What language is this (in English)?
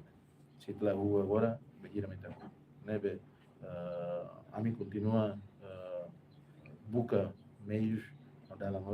Tetum